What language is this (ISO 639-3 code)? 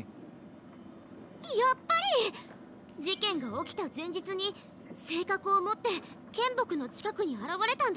jpn